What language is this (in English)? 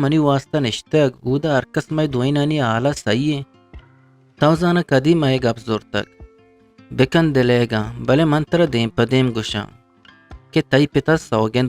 Eastern Balochi